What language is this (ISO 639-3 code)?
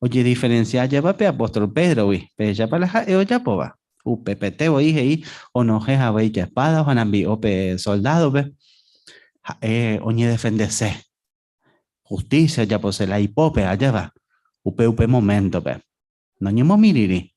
grn